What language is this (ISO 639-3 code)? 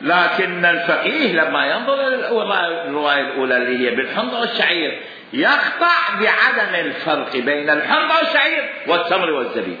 acm